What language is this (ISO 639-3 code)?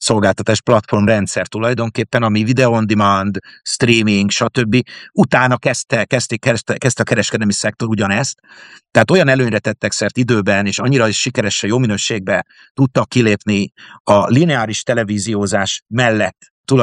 hun